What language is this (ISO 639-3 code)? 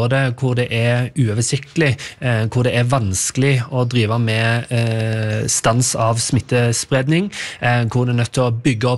nor